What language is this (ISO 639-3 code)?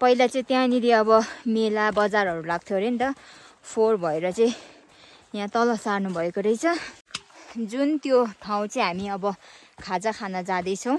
nep